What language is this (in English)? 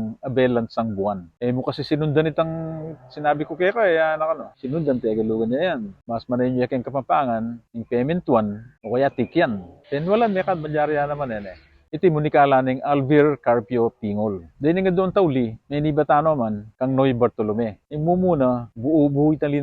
Pampanga